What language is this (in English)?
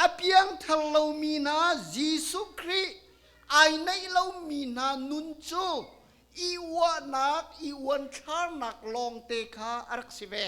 Hakha Chin